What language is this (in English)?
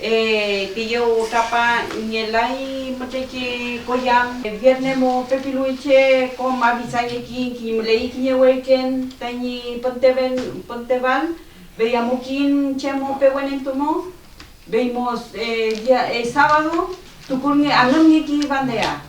Mapuche